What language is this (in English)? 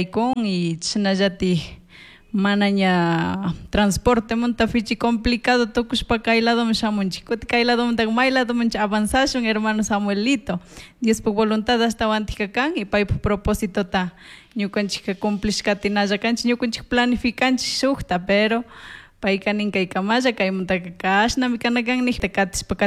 Chimborazo Highland Quichua